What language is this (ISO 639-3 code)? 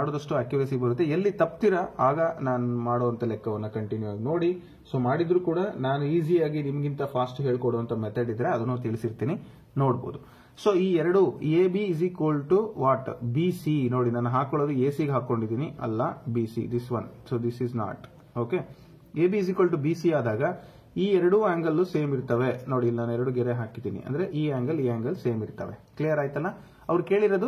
kan